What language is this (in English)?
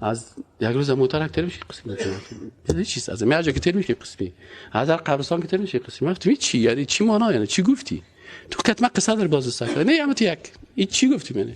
Persian